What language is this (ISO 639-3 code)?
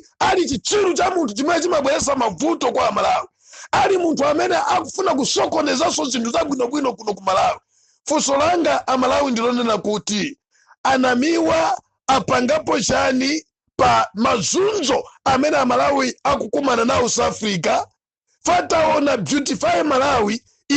nya